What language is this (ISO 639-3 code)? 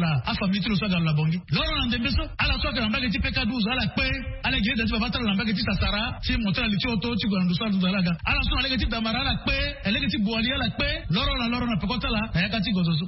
sag